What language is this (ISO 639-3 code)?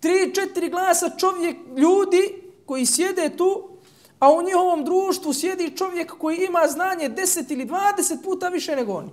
bos